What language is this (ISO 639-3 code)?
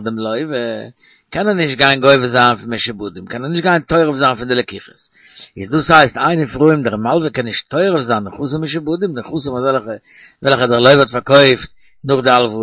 yid